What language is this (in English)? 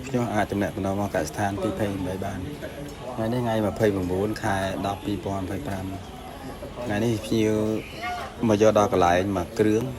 Khmer